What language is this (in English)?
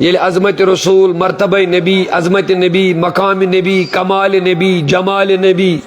Kashmiri